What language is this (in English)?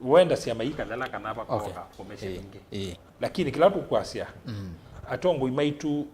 Kamba